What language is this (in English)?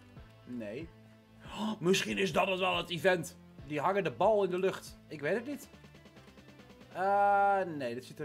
Dutch